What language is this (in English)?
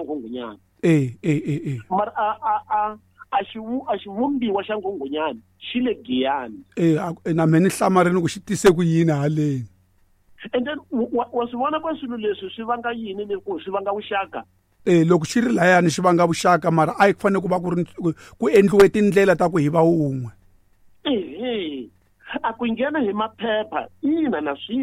Tsonga